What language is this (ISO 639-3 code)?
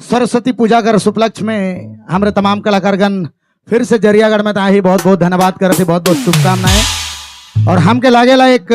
sck